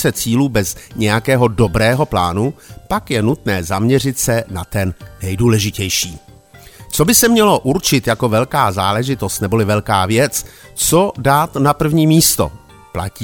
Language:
Czech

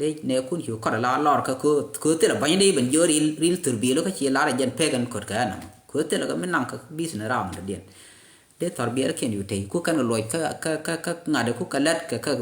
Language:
Nuer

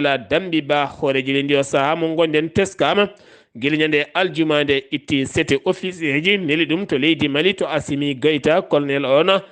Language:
Fula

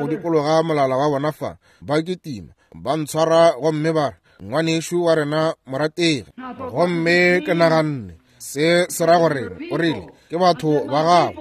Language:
Northern Sotho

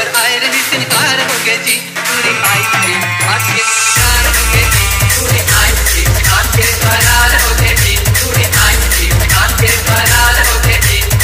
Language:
Chhattisgarhi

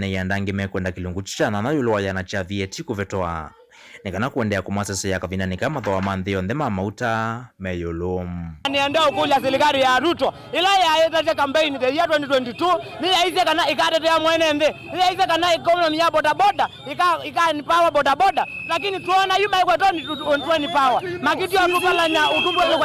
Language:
Kamba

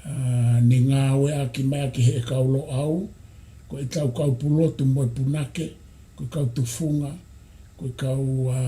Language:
Tongan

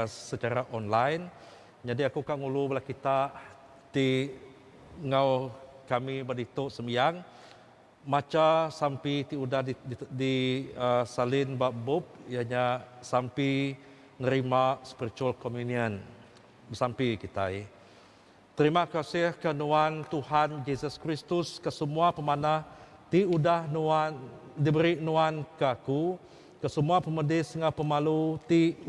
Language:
Iban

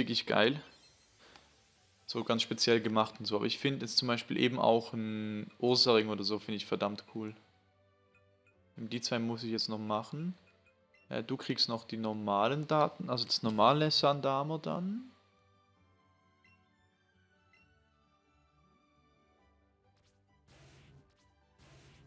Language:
German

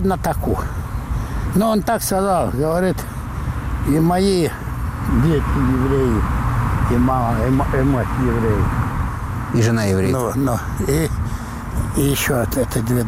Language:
Russian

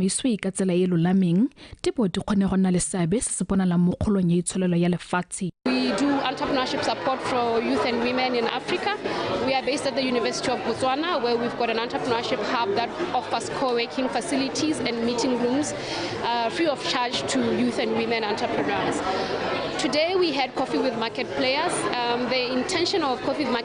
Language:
Tswana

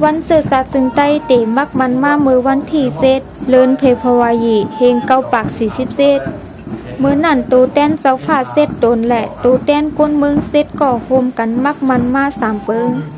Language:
Shan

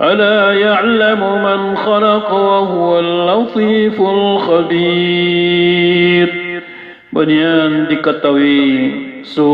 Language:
Maranao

